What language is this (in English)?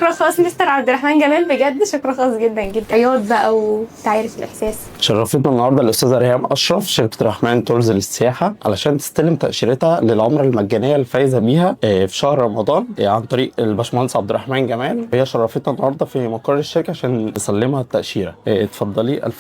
Egyptian Arabic